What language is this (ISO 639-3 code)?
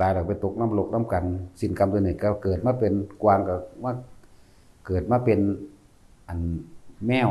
tts